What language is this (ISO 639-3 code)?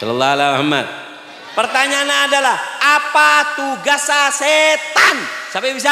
mad